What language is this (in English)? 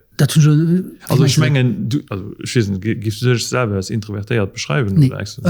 Luxembourgish